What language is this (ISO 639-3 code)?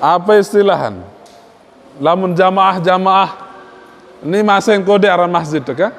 sas